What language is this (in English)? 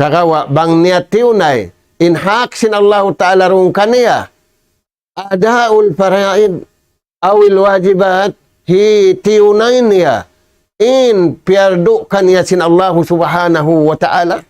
Tausug